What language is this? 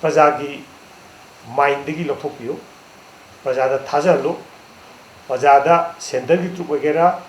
Manipuri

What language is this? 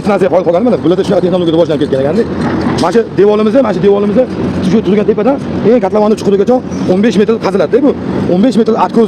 Uzbek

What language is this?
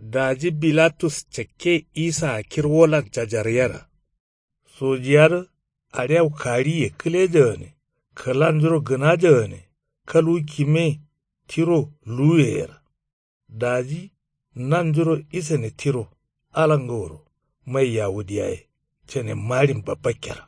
Kanuri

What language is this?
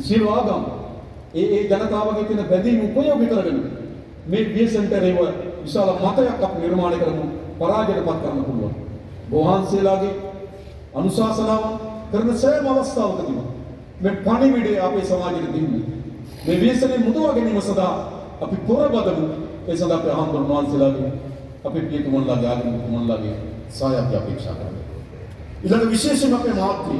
Sinhala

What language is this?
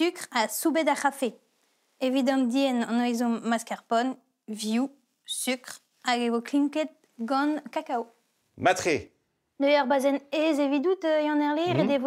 Breton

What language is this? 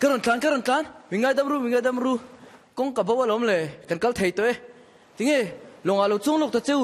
Mizo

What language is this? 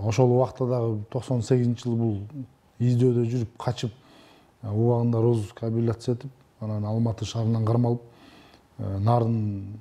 Kyrgyz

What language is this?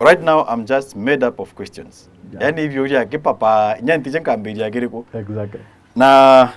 Meru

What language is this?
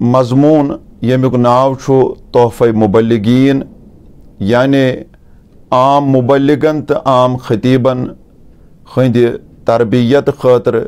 Kashmiri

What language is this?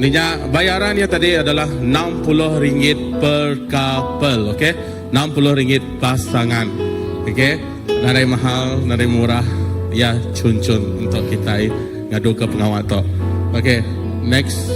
Iban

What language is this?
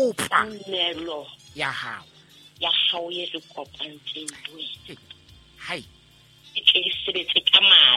Southern Sotho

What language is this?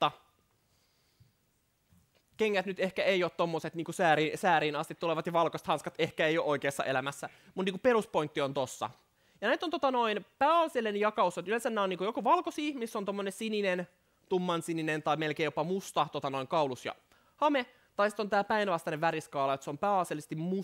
Finnish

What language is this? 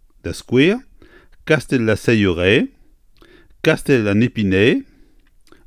Breton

